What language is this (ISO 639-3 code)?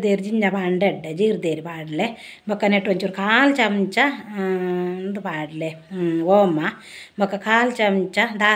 tcy